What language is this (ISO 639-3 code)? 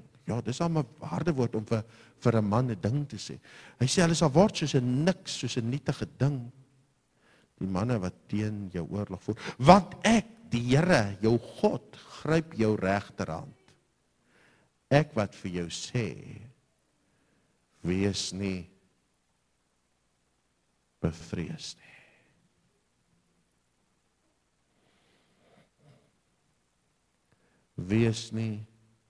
afr